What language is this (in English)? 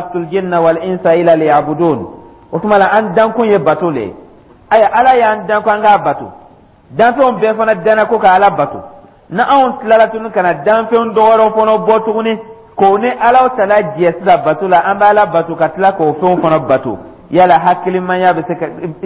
Dyula